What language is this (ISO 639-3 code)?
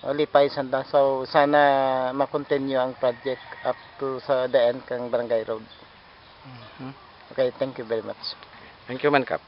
hil